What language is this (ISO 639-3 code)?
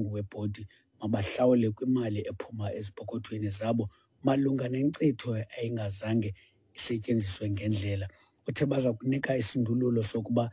xho